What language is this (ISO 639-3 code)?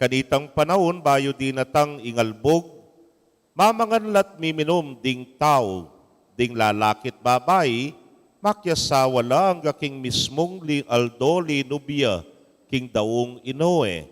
pam